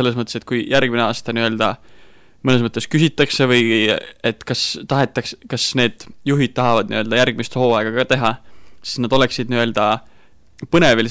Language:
Estonian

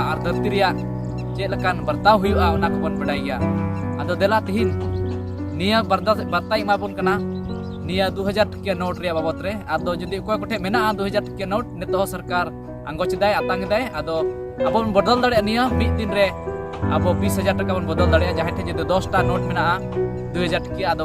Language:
Santali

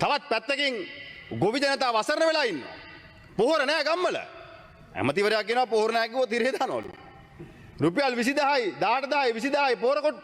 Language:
Sinhala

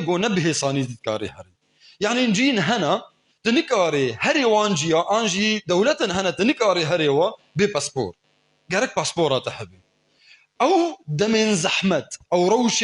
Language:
Kurdish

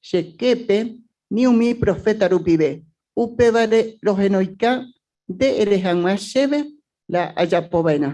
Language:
Guarani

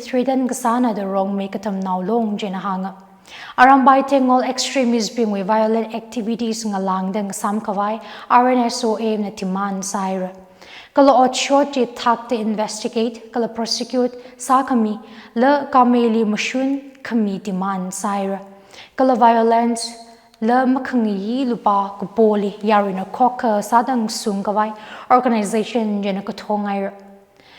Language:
Tangkhul Naga (India)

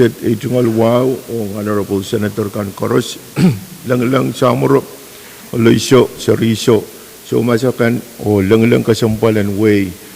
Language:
Pohnpeian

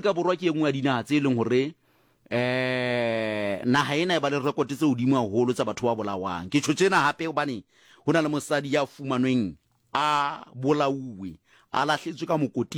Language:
Southern Sotho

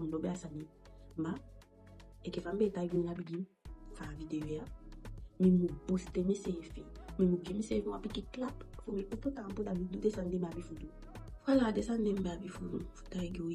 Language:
Eastern Maroon Creole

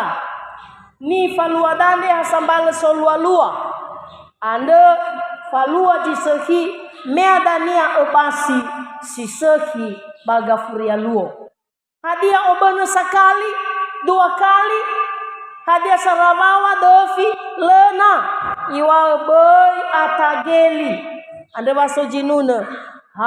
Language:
Nias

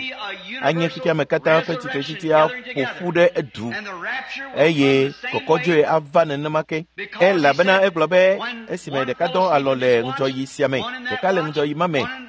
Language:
Ewe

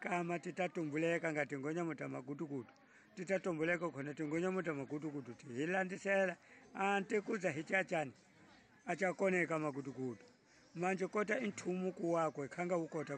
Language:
Tsonga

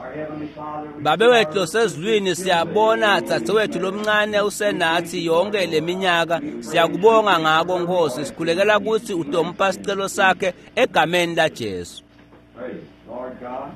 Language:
Swati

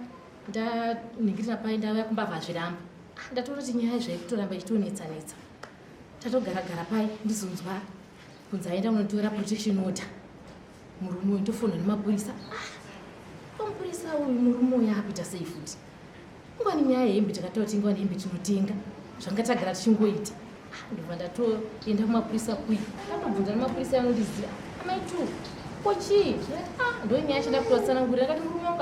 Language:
Shona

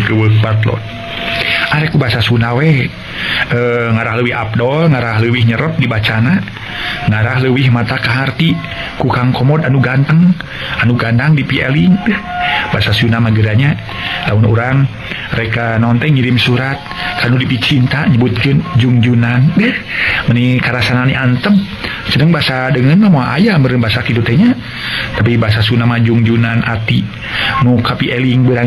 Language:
Sundanese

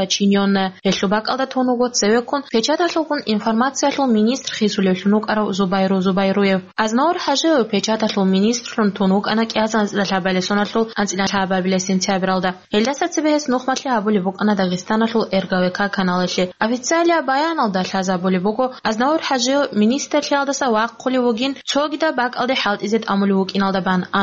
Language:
Avaric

